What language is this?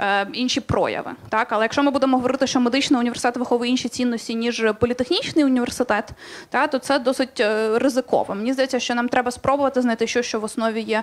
Ukrainian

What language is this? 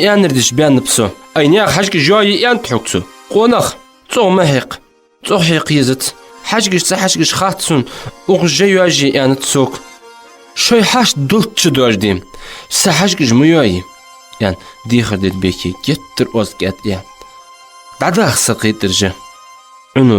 Ingush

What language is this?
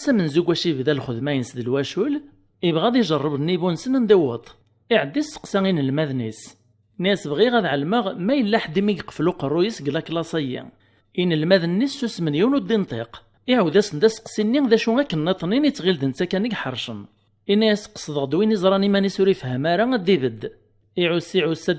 Kabyle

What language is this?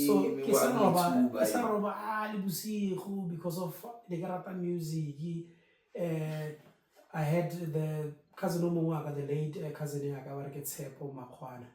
Tswana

